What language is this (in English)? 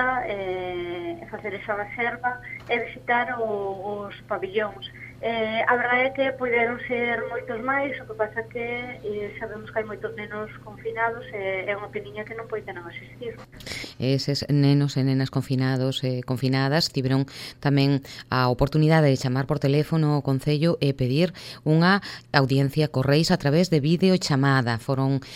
Galician